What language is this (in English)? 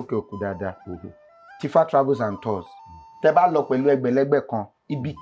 Yoruba